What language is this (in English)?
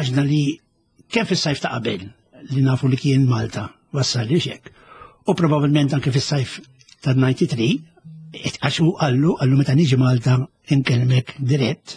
Maltese